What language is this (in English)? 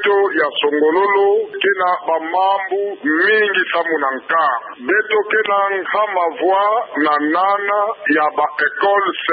Kituba (Democratic Republic of Congo)